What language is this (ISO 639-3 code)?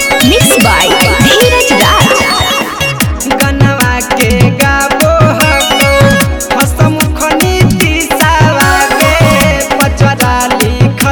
bho